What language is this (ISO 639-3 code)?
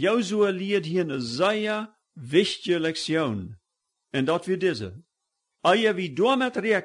pdt